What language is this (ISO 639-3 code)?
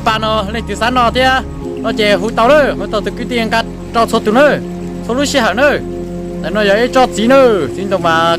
hmn